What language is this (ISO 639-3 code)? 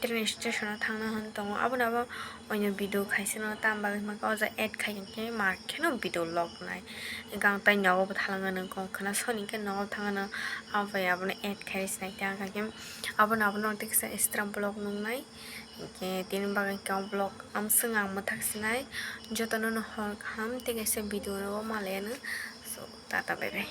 trp